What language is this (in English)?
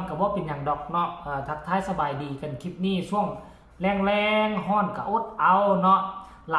Northeastern Thai